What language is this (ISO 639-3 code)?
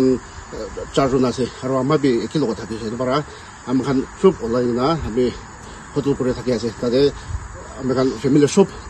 nag